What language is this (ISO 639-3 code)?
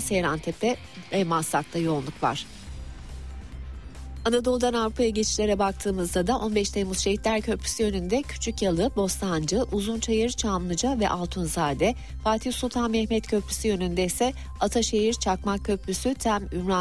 tur